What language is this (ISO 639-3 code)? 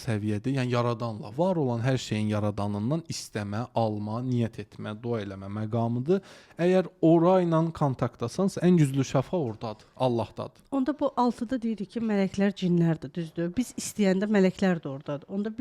aze